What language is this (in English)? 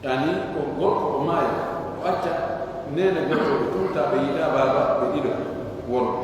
Pular